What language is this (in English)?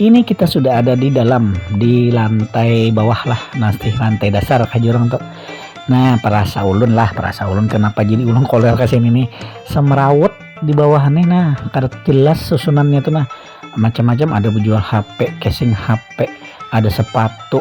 Banjar